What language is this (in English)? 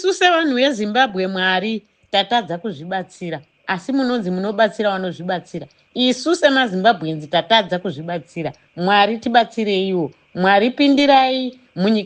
Shona